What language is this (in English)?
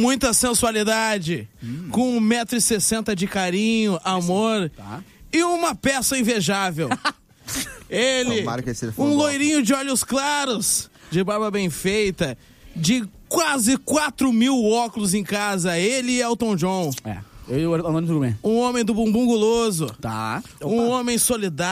Portuguese